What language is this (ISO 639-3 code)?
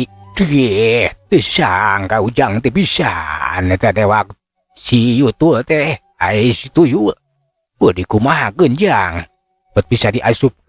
sun